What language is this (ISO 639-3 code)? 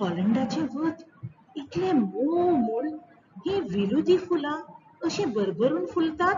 kok